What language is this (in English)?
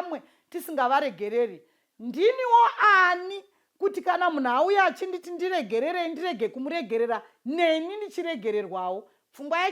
Shona